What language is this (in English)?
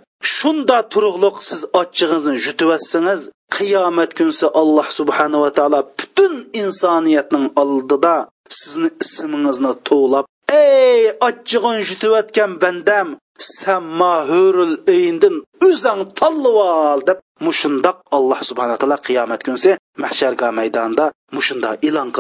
Uyghur